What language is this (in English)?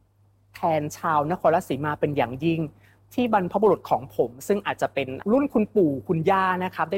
Thai